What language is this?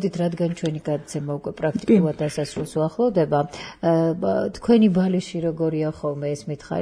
Georgian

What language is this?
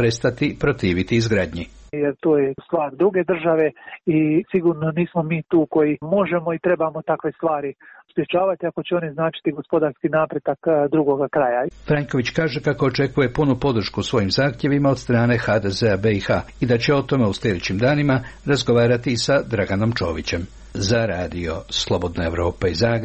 Croatian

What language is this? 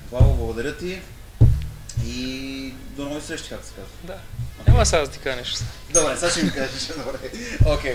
Bulgarian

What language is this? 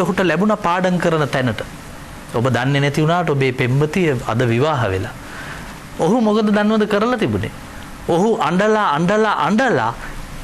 Sinhala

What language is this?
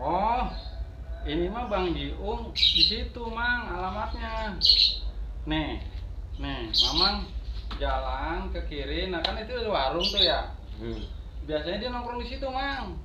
Betawi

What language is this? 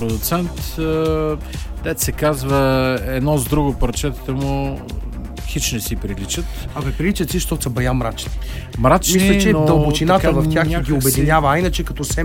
Bulgarian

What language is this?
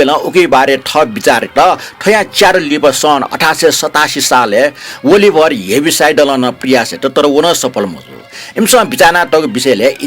Newari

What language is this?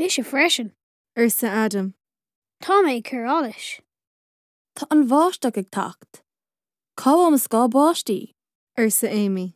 Irish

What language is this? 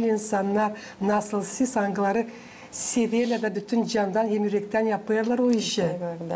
Gagauz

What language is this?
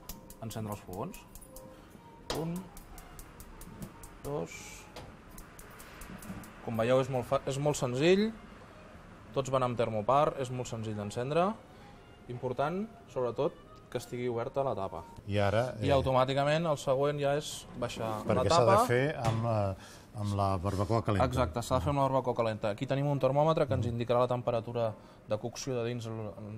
Catalan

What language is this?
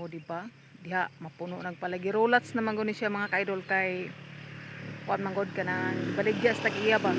Cebuano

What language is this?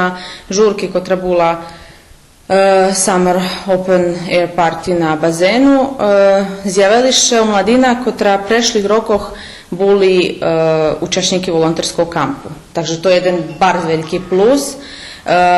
Rusyn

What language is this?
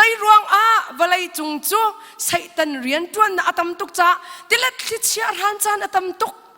Hakha Chin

